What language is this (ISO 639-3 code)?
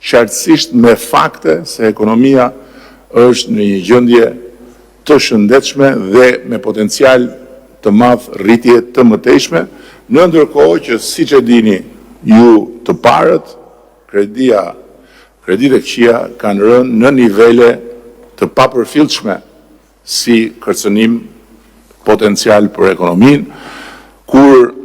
sqi